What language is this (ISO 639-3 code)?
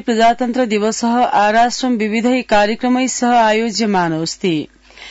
san